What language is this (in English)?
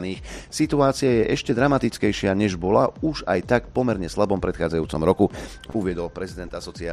Slovak